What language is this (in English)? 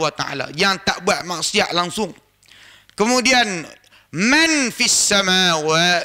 Malay